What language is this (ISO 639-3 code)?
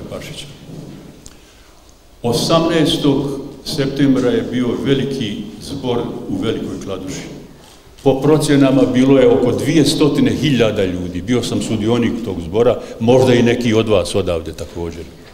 bos